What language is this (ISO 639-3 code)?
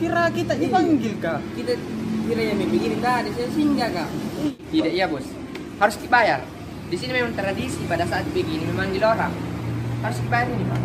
mfp